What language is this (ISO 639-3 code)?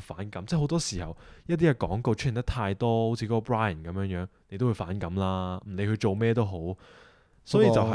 yue